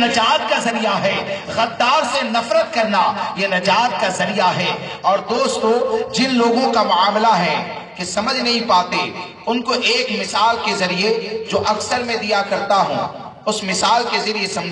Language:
Urdu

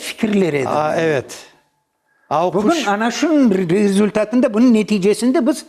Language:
Crimean Tatar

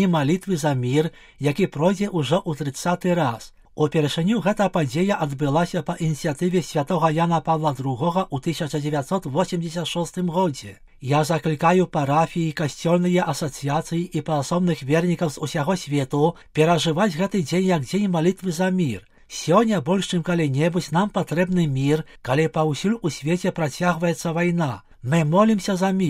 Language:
Belarusian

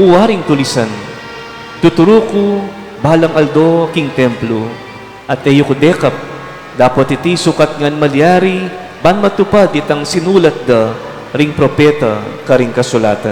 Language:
Pampanga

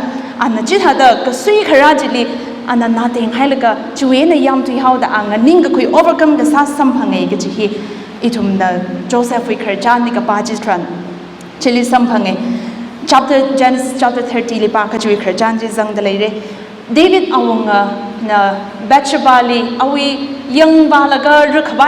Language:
Tangkhul Naga (India)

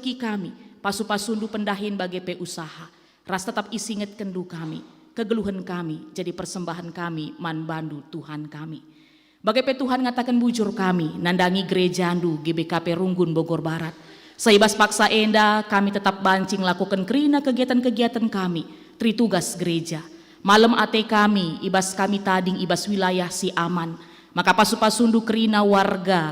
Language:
Batak Karo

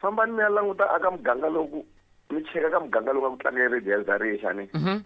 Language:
Tsonga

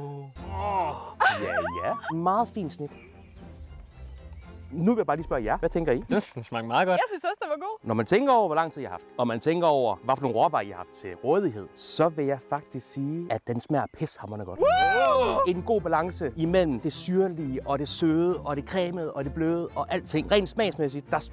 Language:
Danish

